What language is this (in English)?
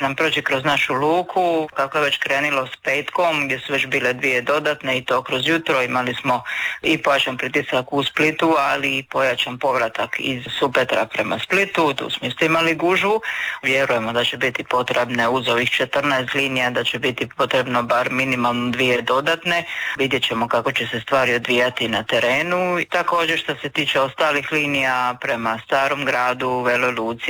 Croatian